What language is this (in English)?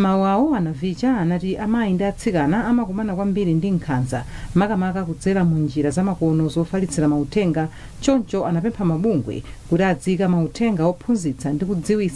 Nyanja